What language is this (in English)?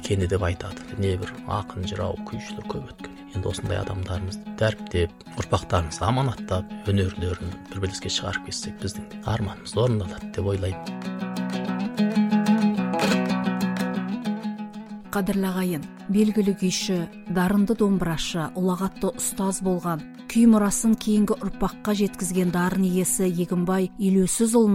Kazakh